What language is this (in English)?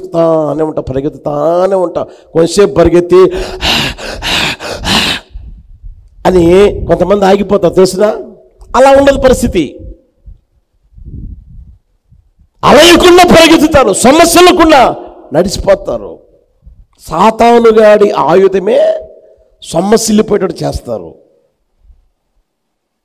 Telugu